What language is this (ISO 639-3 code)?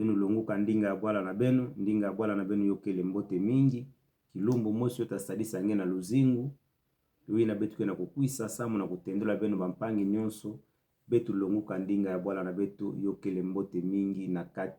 ktu